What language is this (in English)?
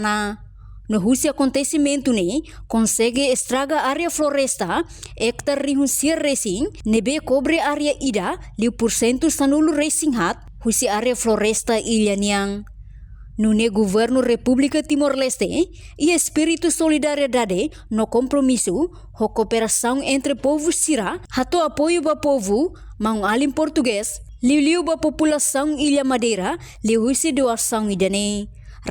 Tetum